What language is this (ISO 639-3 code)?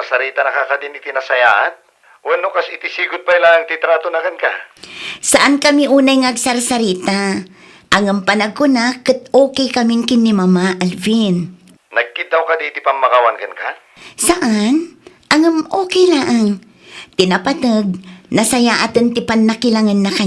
ilo